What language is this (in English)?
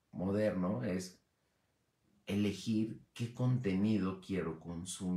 Spanish